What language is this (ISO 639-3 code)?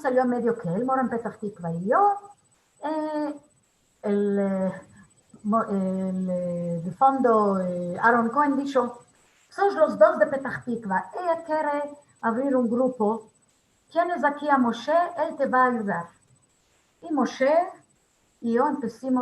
lad